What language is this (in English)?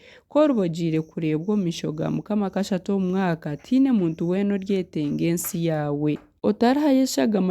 Nyankole